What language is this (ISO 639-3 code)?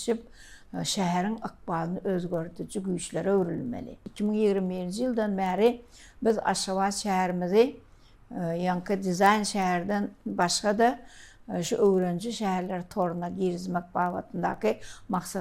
tuk